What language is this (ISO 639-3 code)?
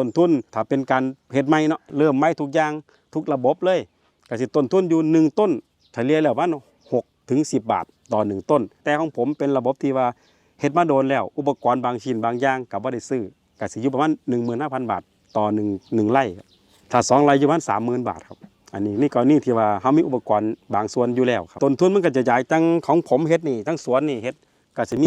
lao